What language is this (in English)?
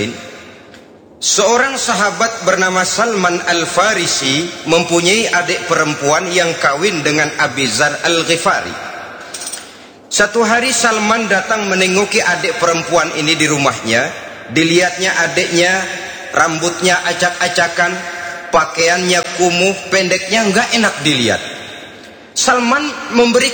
Indonesian